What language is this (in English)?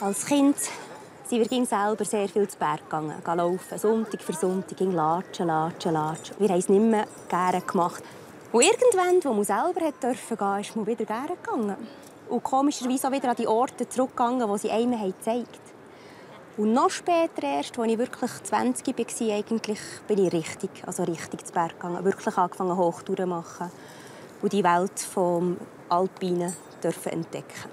Swiss German